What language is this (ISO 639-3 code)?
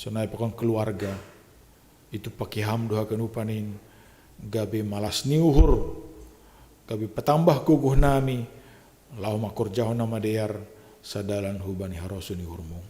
bts